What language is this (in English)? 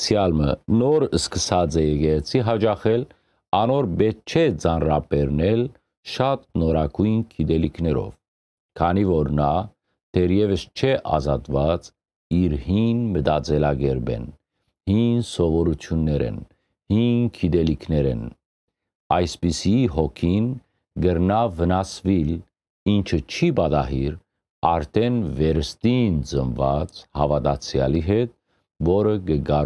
Western Armenian